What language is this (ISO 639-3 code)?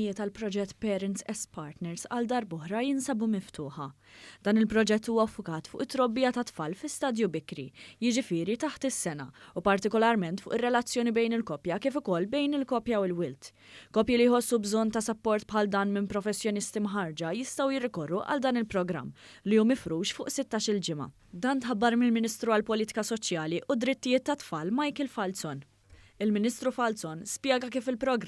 mlt